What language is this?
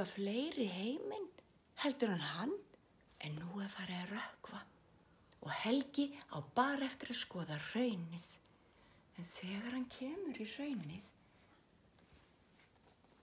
Icelandic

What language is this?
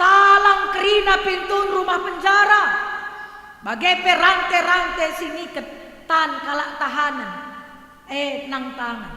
Batak Karo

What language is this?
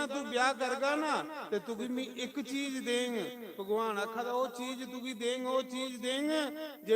Dogri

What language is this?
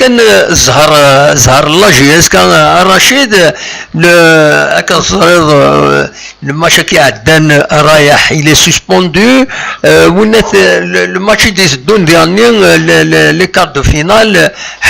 Kabyle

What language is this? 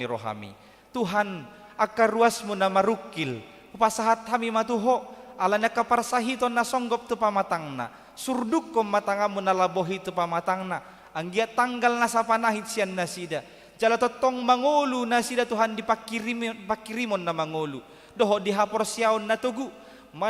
Batak Toba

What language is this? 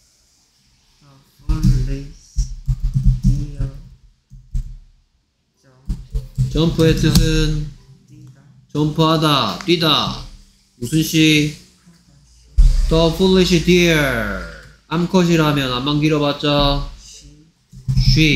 Korean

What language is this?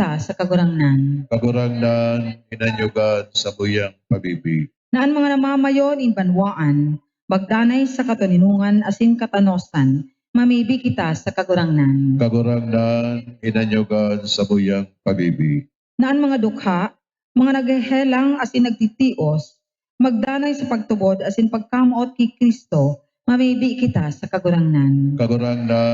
Bikol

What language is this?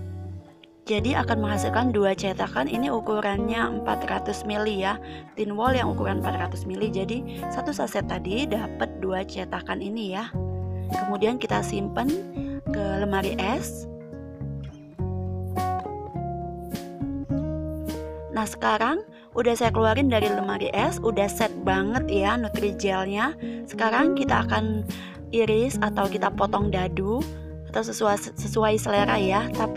Indonesian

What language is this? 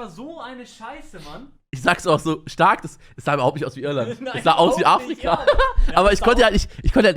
Swiss German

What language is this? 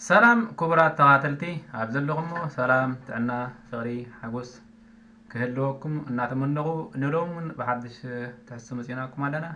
Tigrinya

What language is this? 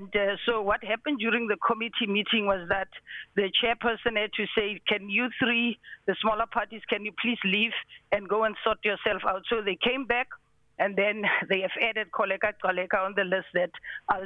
English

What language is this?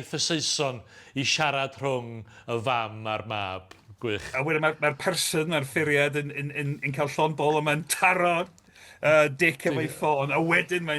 Welsh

